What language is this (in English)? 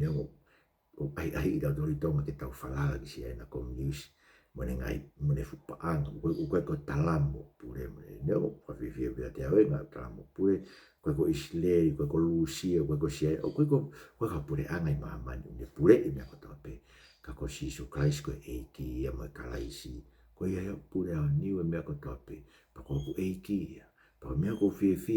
Tongan